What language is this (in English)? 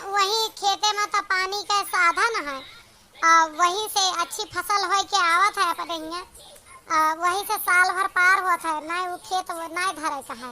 Awadhi